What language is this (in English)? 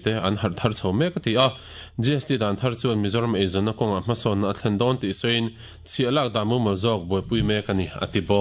Mizo